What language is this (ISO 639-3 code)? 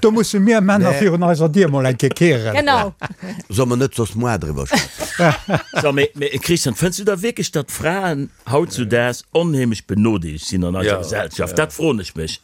ltz